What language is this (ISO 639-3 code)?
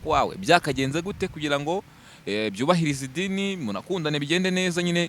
kin